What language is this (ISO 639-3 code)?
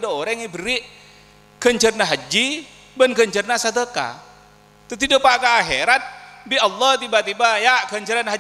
mad